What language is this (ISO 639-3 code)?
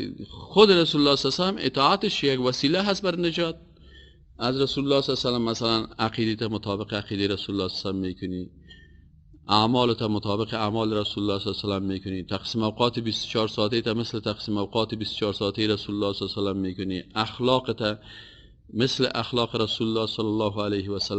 fas